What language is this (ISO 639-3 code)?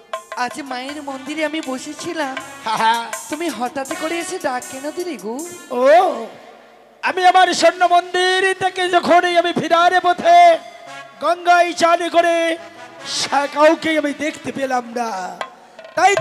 ben